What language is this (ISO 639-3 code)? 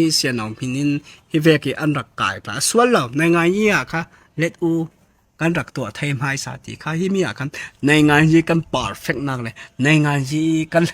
cfm